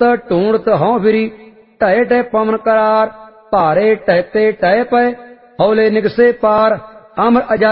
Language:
Punjabi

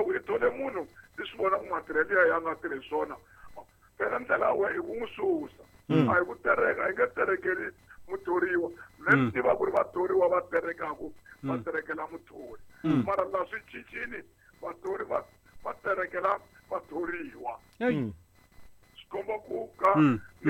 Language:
Tsonga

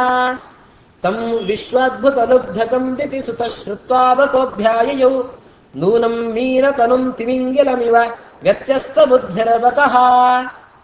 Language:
Kannada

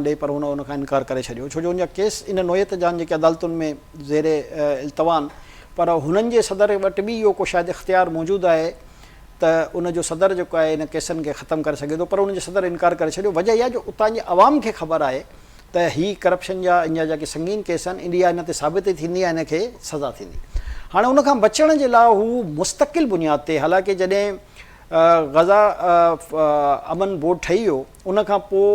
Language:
Sindhi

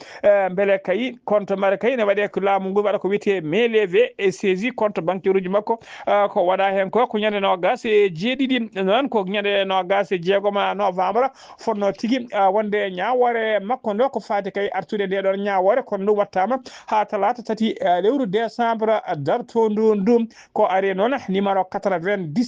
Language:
Fula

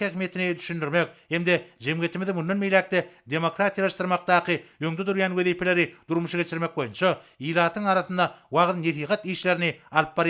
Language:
Turkmen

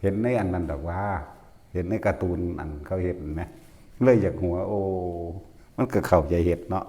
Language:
Northeastern Thai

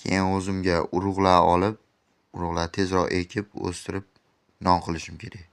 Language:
Uzbek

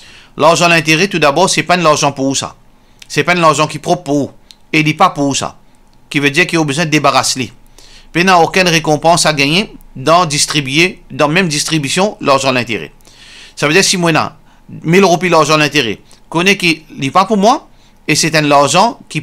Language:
Morisyen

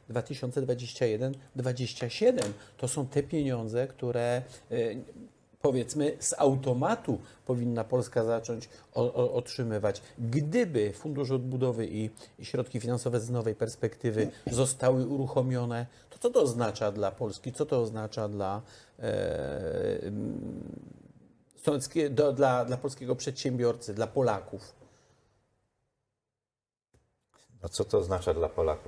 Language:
Polish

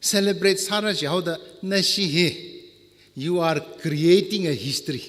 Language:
Tangkhul Naga (India)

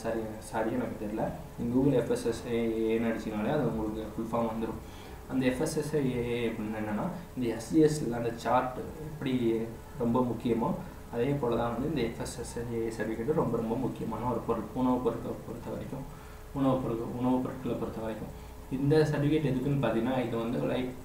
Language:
Tamil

